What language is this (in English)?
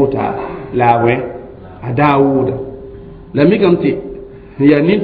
Mossi